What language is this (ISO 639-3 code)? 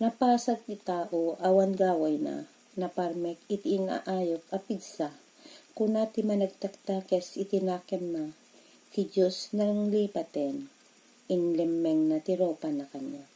ilo